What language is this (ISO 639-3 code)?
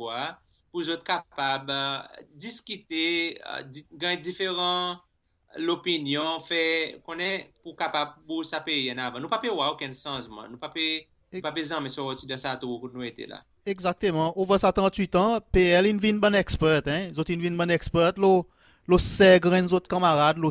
crs